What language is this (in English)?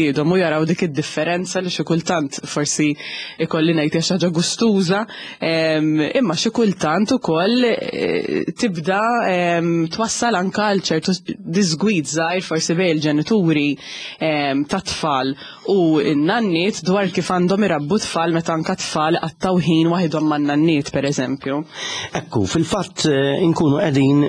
Maltese